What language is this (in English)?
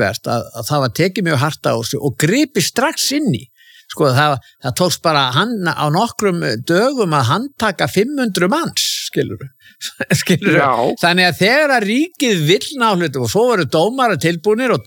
Icelandic